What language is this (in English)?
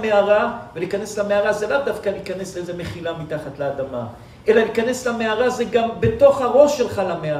Hebrew